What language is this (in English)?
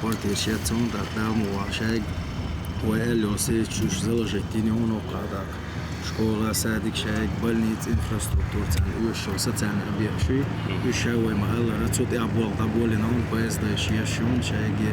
Chechen